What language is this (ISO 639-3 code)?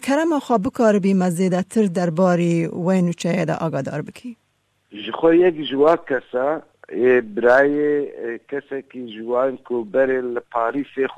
kur